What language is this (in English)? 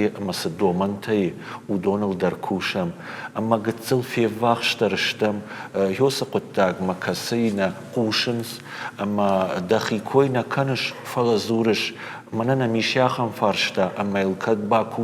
Ossetic